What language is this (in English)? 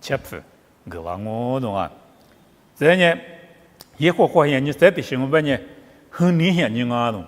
Lisu